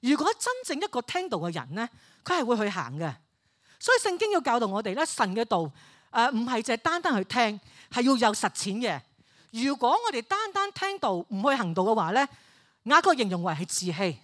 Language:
Cantonese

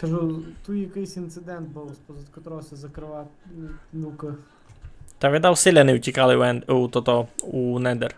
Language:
Rusyn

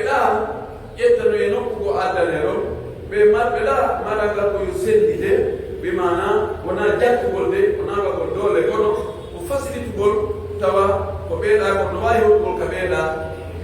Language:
Pular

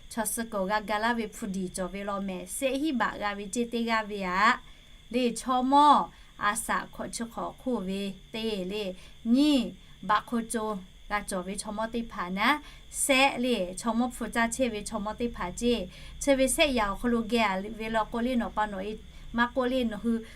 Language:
Lahu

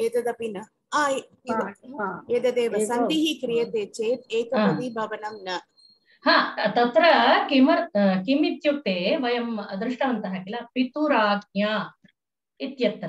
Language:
Sanskrit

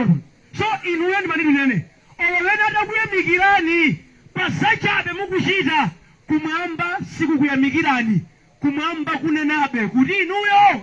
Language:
Nyanja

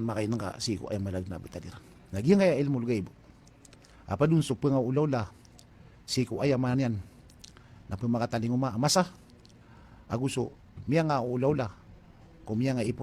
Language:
Maranao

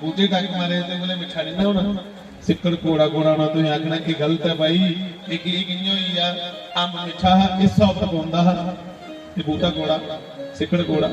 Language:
Dogri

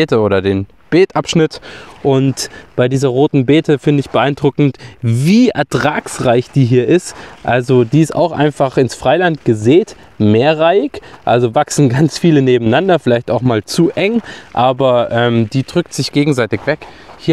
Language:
German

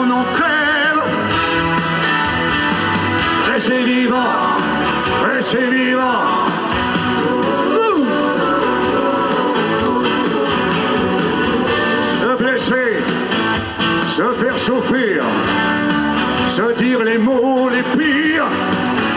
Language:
French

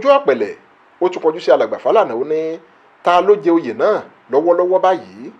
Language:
Yoruba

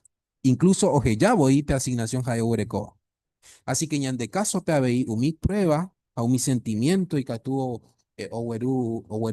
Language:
Guarani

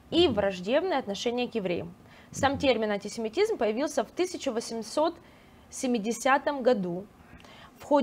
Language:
Russian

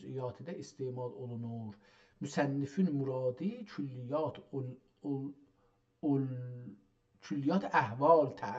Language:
South Azerbaijani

